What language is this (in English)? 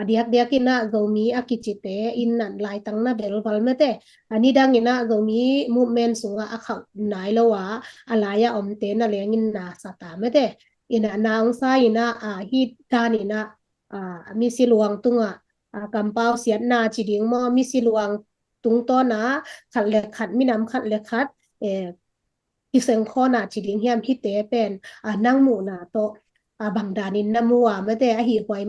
Tedim Chin